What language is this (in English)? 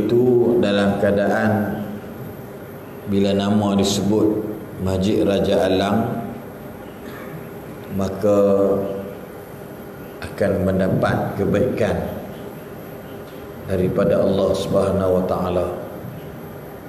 Malay